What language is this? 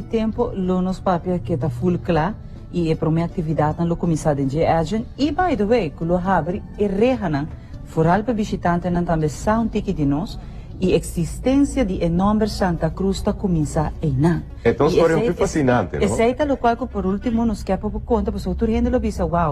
Papiamento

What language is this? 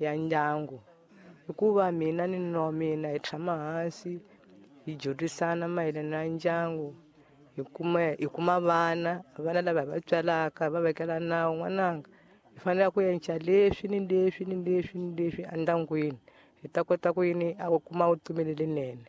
Tsonga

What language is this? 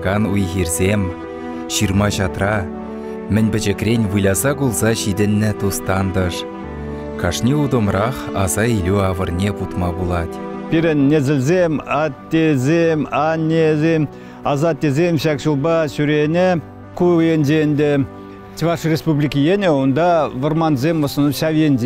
Chuvash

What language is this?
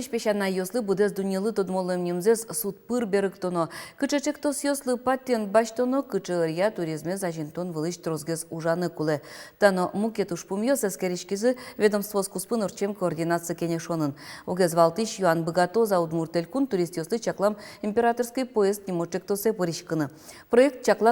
Udmurt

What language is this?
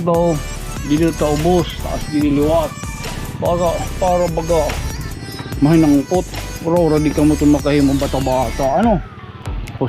Waray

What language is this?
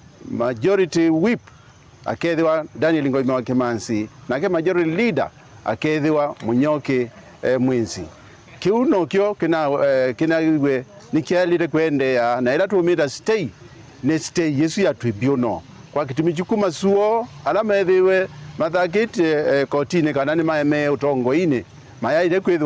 Kamba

